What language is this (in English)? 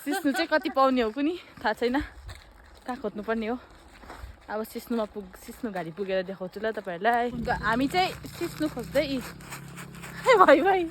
Nepali